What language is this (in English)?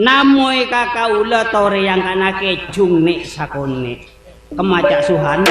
Madurese